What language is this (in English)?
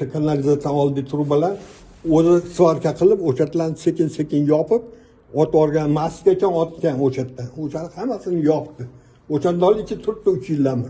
Uzbek